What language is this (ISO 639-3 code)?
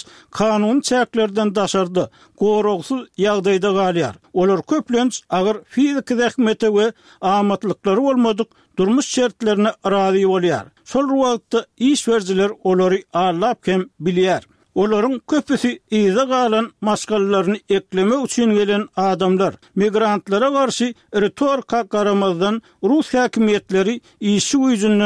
tuk